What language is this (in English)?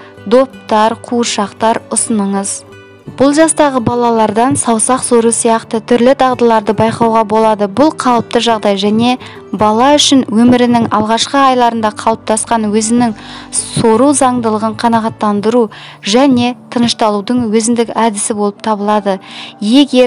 Kazakh